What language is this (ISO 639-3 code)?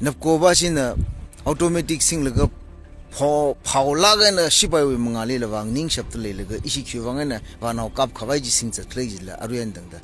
nmf